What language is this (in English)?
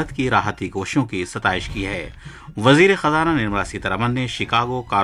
Urdu